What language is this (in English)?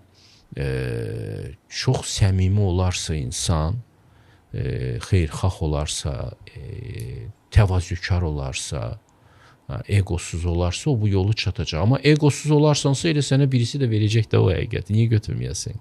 Azerbaijani